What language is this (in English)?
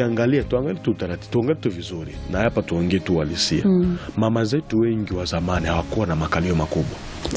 Swahili